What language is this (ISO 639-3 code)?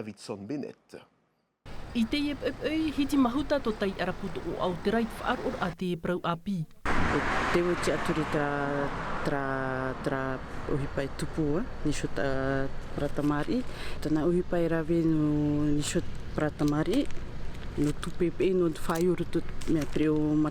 tah